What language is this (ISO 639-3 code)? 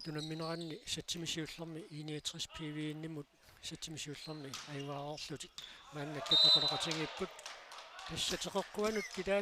kal